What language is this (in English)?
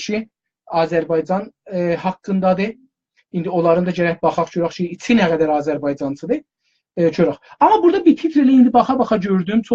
South Azerbaijani